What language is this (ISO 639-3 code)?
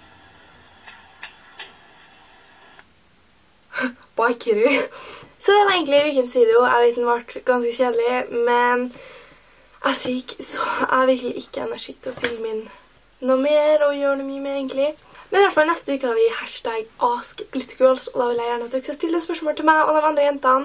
nor